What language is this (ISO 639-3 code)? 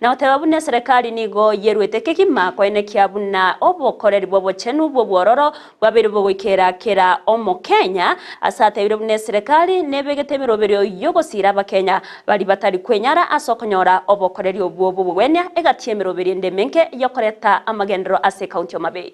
guz